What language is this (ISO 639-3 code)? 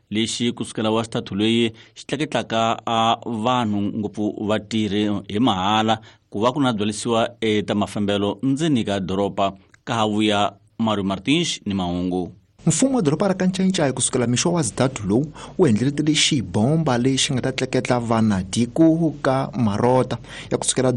tso